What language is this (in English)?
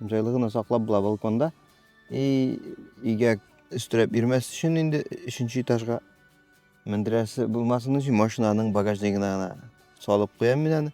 Tatar